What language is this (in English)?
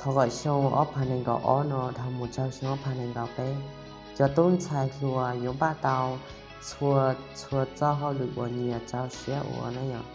Hmong